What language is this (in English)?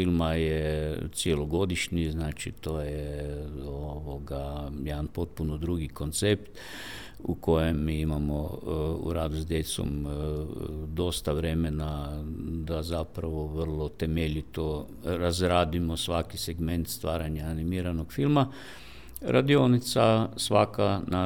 Croatian